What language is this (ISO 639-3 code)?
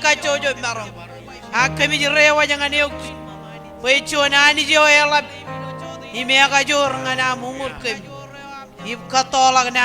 mah